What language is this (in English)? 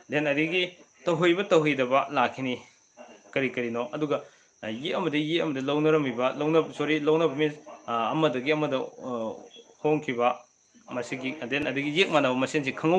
Manipuri